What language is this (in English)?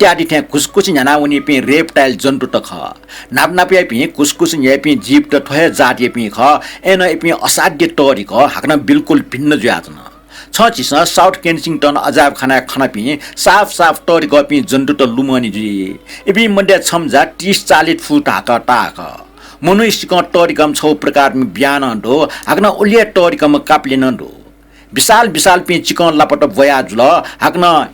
Newari